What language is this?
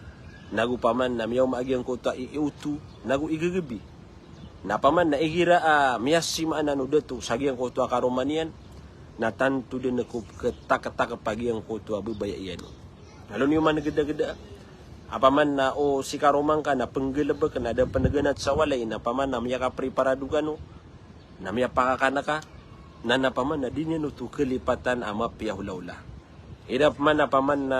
Maranao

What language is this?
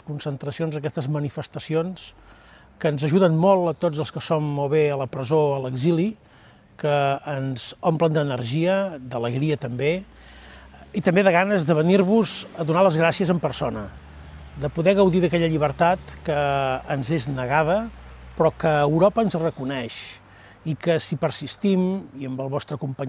Catalan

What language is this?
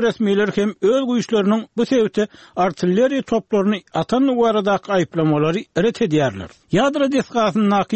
Turkmen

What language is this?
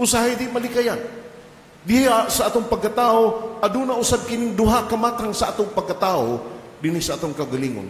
Cebuano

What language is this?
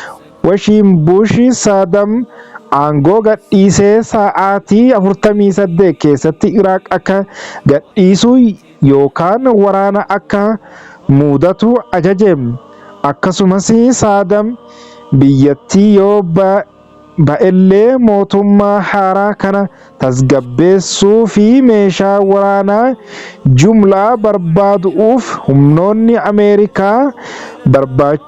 Oromo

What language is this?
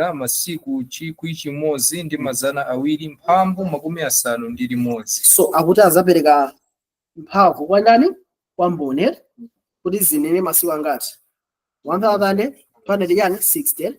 Nyanja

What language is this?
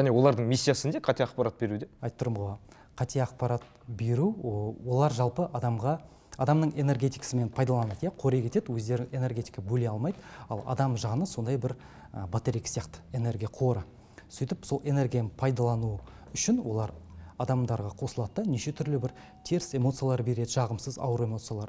Kazakh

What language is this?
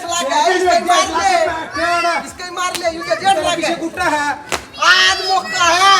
Haryanvi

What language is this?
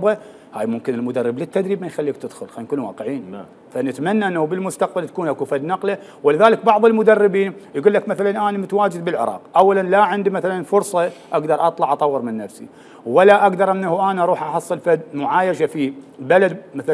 Mesopotamian Arabic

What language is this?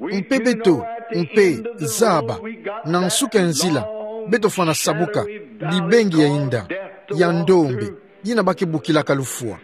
Kituba (Democratic Republic of Congo)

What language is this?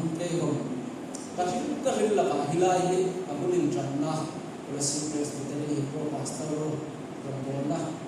Hmar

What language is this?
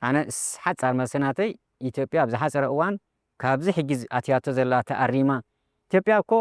Tigrinya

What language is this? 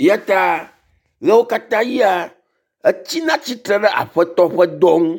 Ewe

